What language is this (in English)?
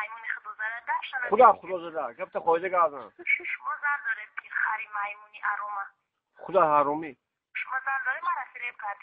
Tajik